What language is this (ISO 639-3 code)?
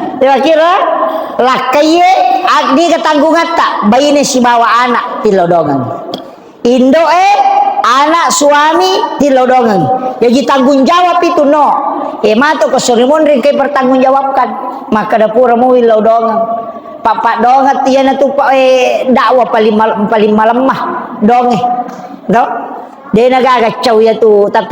bug